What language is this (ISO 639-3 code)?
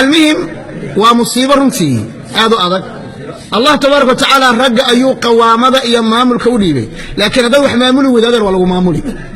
som